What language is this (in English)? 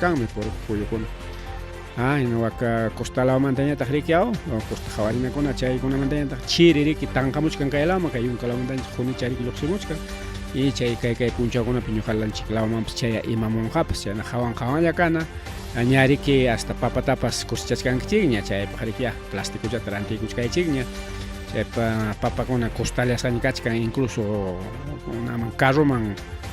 Ayacucho Quechua